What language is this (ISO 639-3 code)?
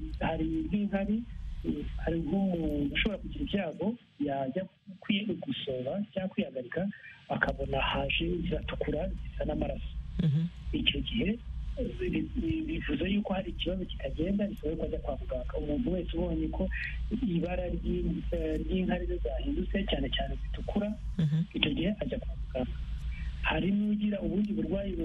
kin